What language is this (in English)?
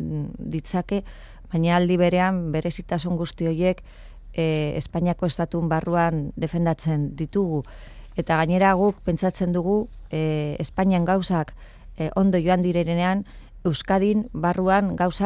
Basque